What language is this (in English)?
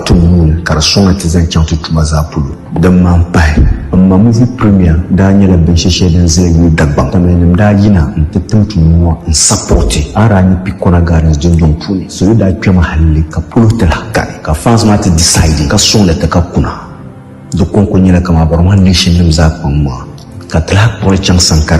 Dagbani